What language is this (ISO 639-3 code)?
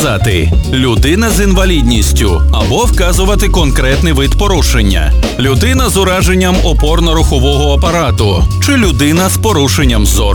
ukr